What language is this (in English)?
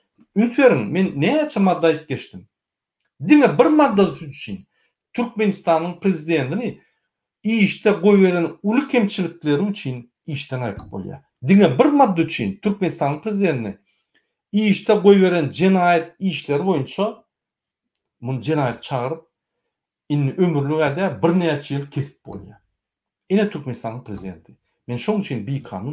Turkmen